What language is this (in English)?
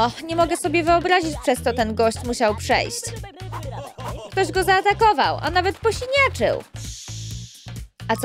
Polish